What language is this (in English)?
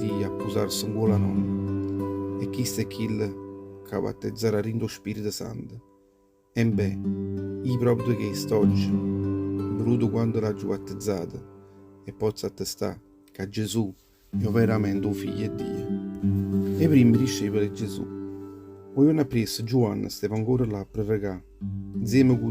Neapolitan